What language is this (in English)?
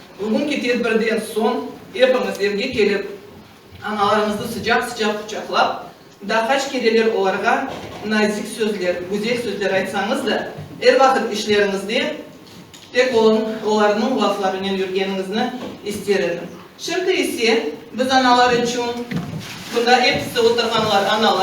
Crimean Tatar